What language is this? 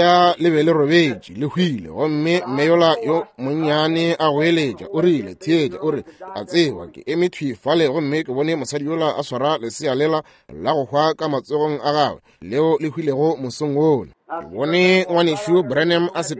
Northern Sotho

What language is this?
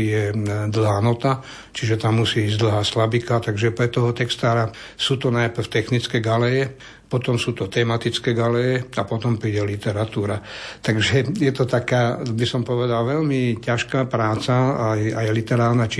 Slovak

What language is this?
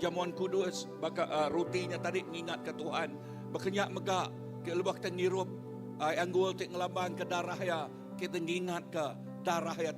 Iban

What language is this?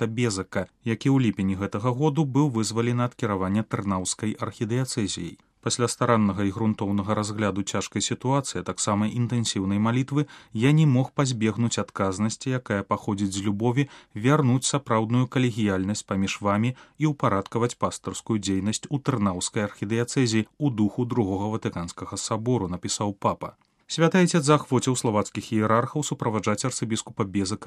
Belarusian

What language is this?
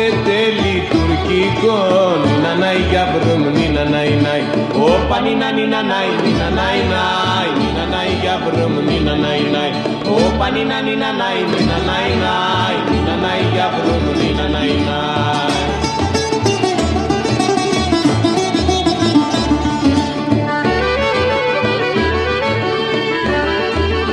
Greek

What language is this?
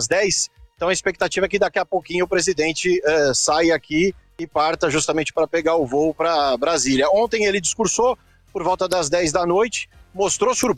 Portuguese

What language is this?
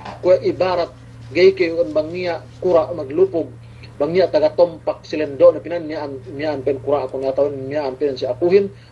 Yakan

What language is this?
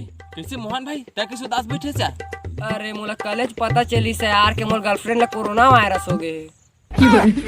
Chhattisgarhi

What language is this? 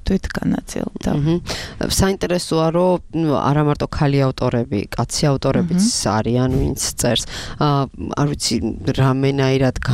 Georgian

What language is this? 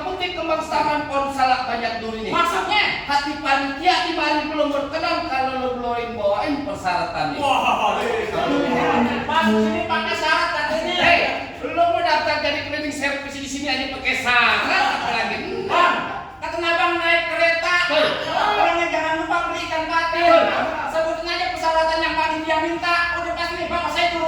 Betawi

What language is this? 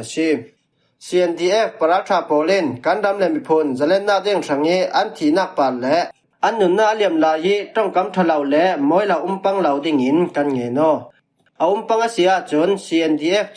Falam Chin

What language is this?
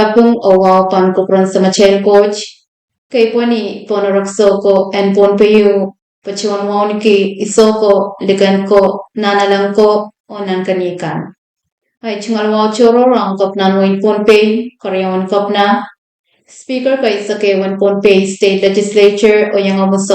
Pohnpeian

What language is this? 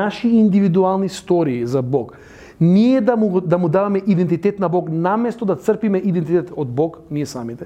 Macedonian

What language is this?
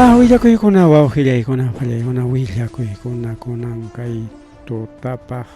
Ayacucho Quechua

